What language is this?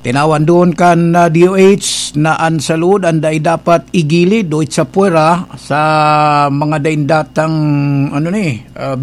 Bikol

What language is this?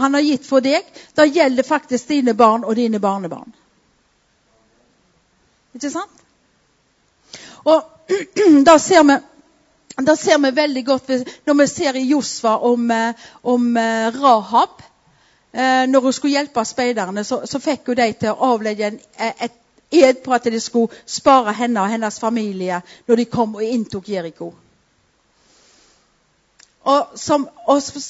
Norwegian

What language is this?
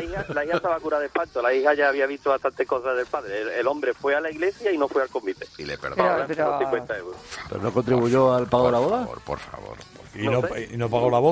Spanish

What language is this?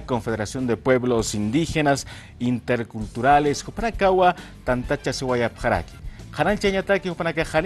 Aymara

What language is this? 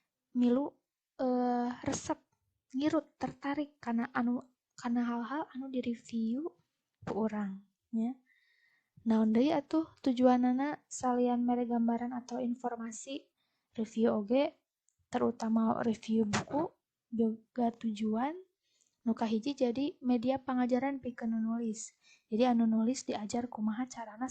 Sundanese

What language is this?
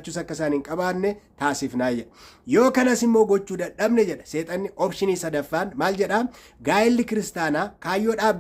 Oromo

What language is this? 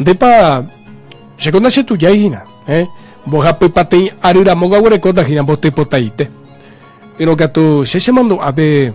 Guarani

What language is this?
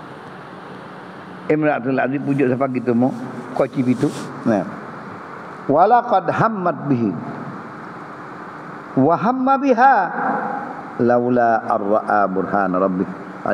Malay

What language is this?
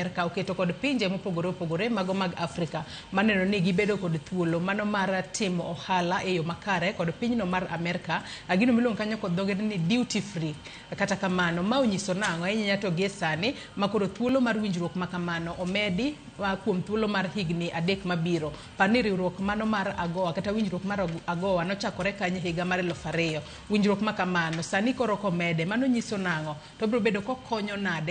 Luo (Kenya and Tanzania)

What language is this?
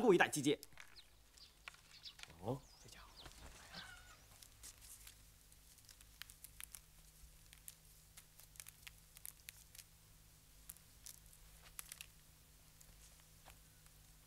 Chinese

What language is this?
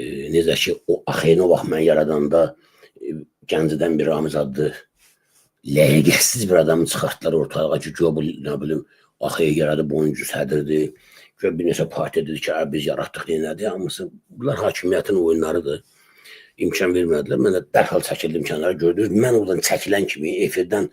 Azerbaijani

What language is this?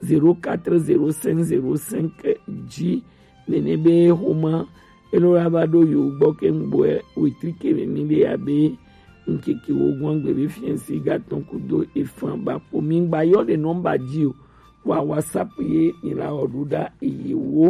Gen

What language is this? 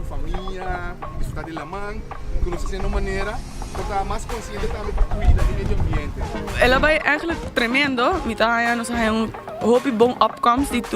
Papiamento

